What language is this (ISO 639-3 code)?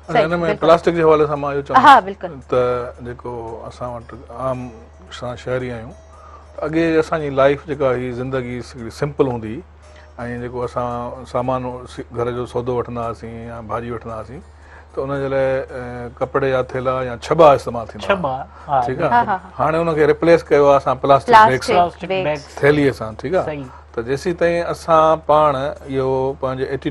snd